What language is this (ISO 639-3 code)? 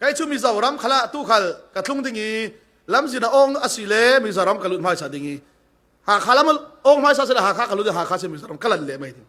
cfm